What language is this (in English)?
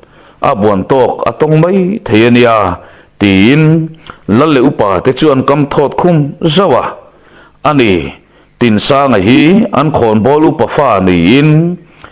Mizo